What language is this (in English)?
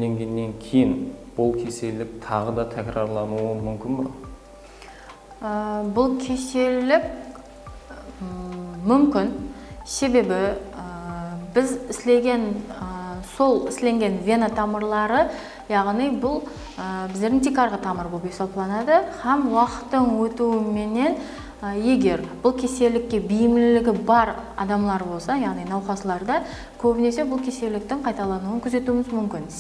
Kara-Kalpak